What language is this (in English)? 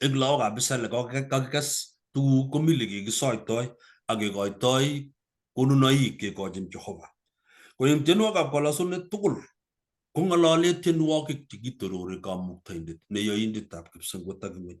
Kalenjin